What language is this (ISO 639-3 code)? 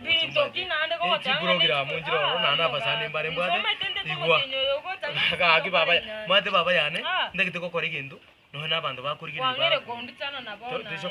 guz